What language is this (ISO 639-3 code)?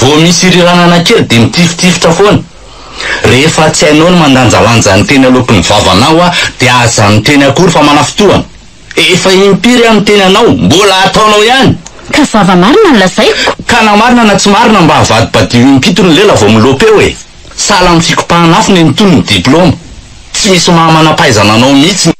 mlg